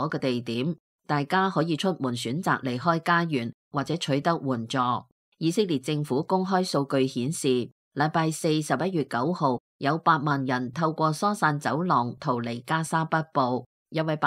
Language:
Cantonese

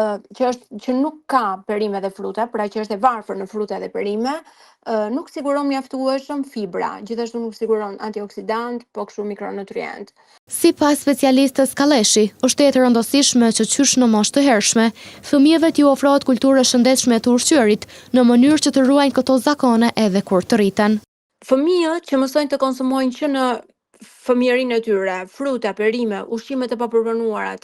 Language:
Albanian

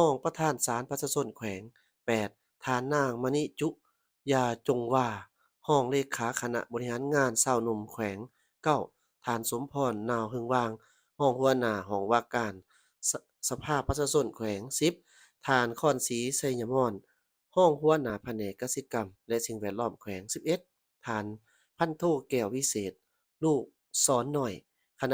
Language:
Lao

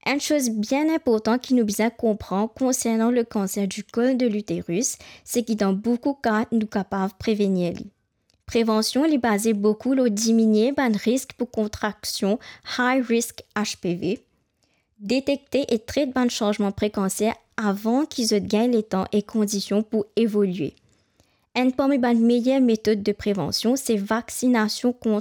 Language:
Morisyen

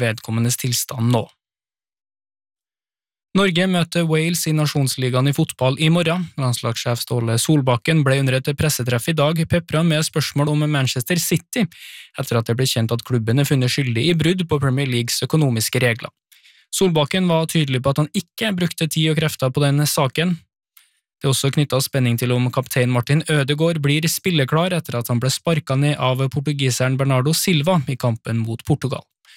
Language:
Norwegian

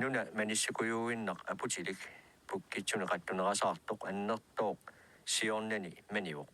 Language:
Kalaallisut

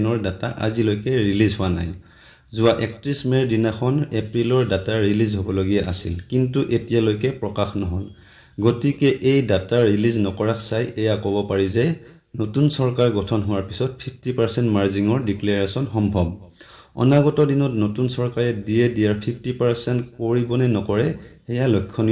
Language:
Assamese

